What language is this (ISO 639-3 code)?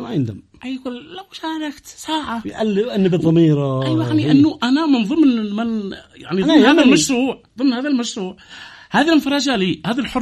ara